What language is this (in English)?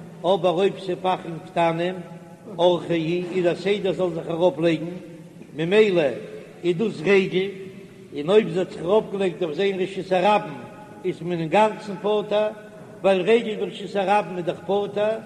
Yiddish